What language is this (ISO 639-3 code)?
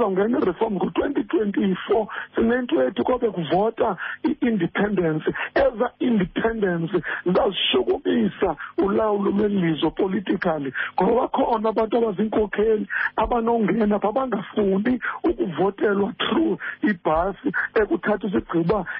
xho